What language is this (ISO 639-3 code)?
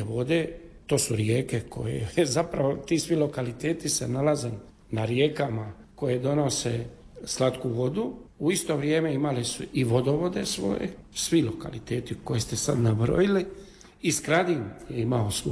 hrv